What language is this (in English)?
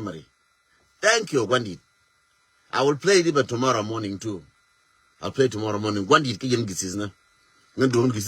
Nuer